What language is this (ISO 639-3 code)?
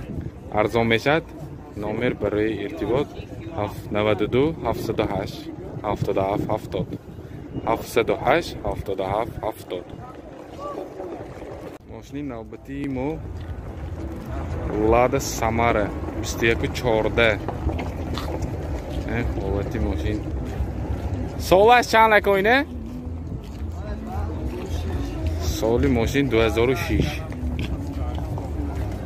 tgk